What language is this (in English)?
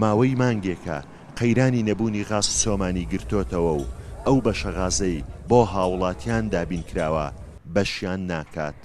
Central Kurdish